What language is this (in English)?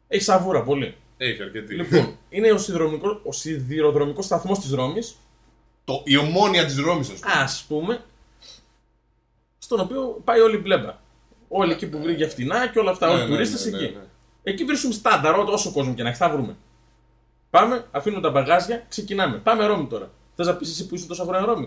Greek